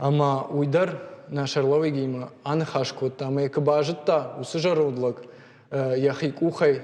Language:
Ossetic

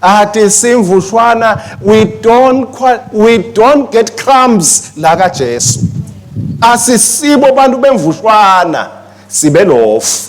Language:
Swati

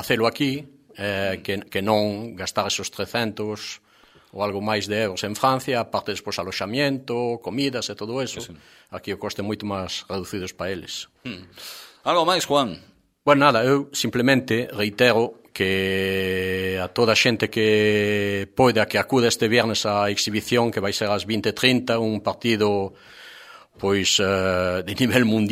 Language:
Galician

